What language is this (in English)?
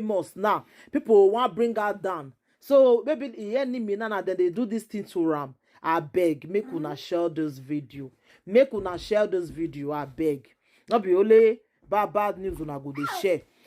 Nigerian Pidgin